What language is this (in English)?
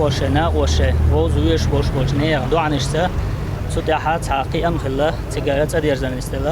Chechen